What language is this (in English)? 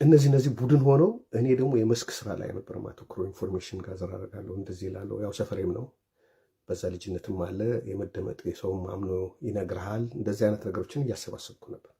Amharic